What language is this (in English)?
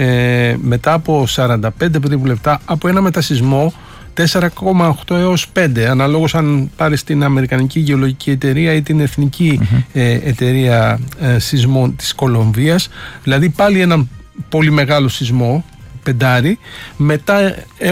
Greek